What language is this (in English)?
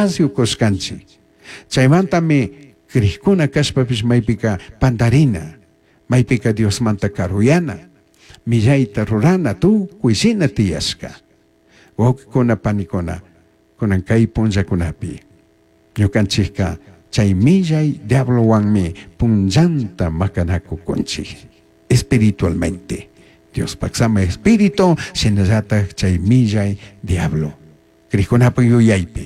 Chimborazo Highland Quichua